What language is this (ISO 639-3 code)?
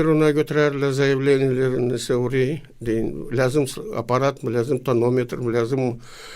gag